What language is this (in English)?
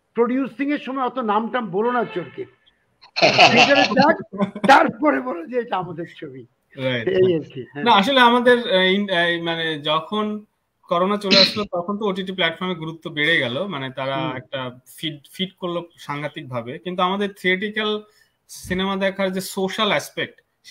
Bangla